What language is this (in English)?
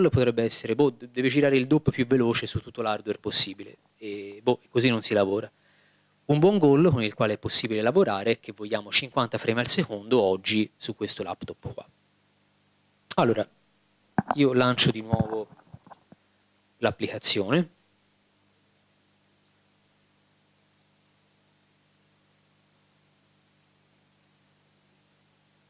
Italian